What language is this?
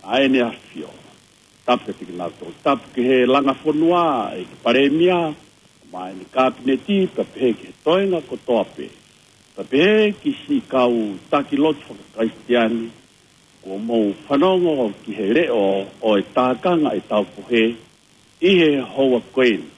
Tongan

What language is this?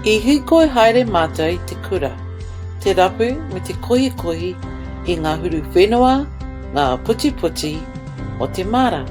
Māori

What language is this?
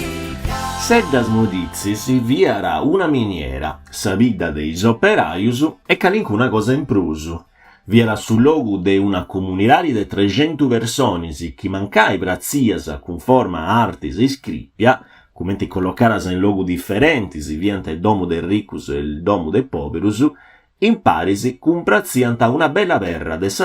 Sardinian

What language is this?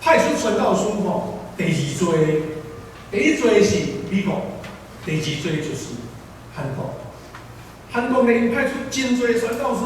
Min Nan Chinese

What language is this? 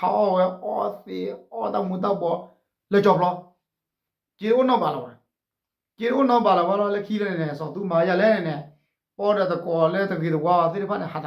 S'gaw Karen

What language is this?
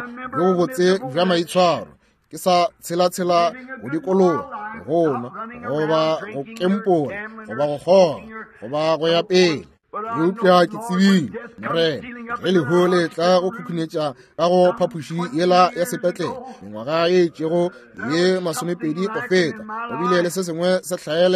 Northern Sotho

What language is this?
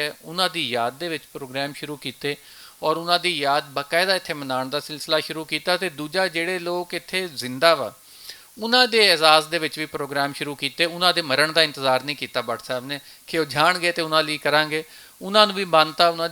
Western Panjabi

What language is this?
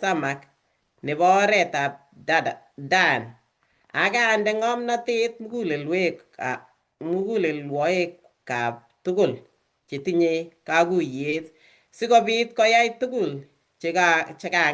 Kalenjin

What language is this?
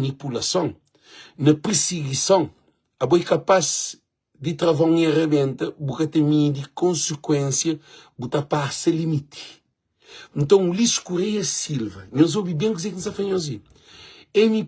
Kabuverdianu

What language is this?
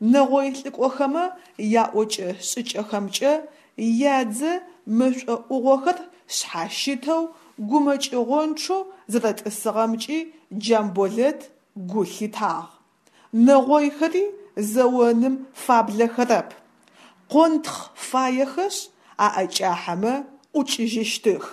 Adyghe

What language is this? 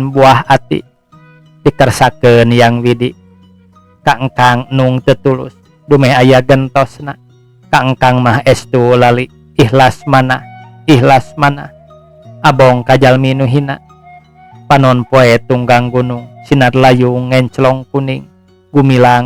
Sundanese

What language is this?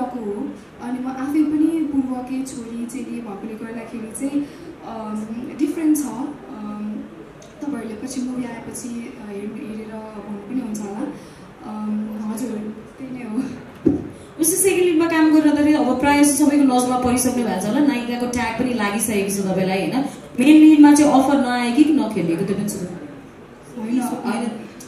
Nepali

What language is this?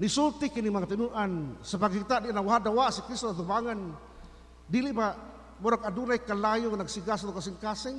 Cebuano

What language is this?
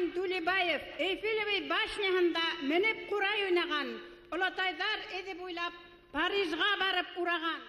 Bashkir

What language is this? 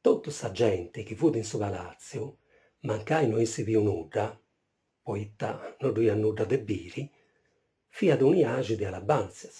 Sardinian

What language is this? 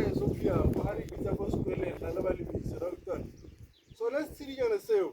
Tswana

